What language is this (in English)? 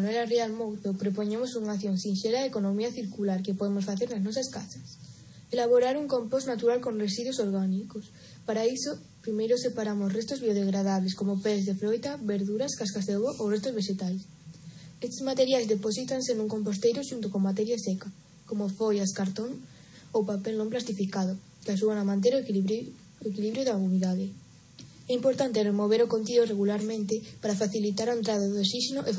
Galician